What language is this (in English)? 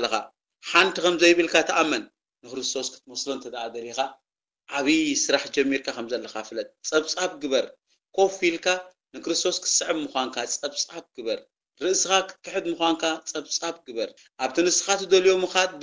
Tigrinya